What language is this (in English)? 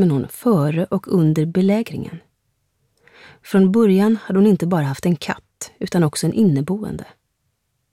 Swedish